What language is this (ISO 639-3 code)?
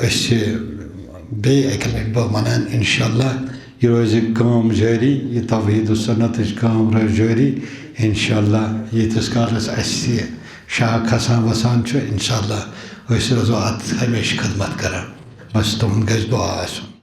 kas